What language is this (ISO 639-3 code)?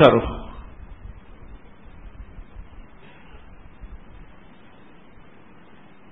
urd